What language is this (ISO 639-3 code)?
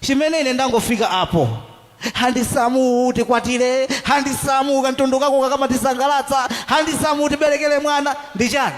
nya